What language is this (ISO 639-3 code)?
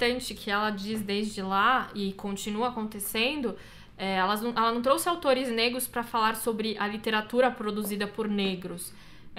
por